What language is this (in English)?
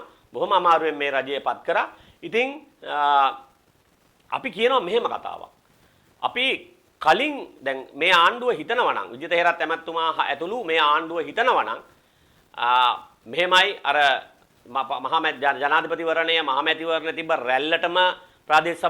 Sinhala